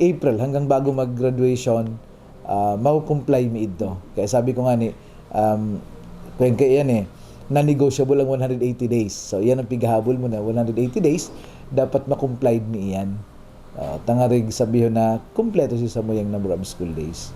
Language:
Bikol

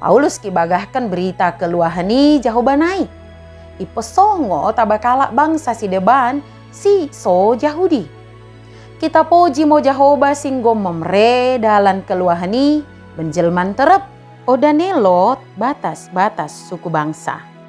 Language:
Batak Dairi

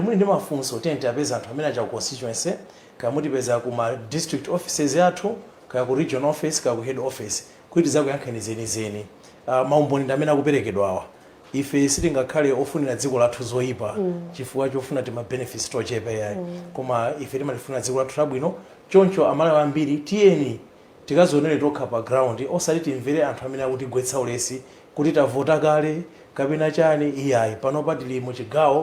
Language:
Nyanja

